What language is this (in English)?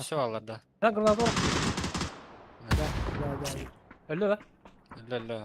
Yakut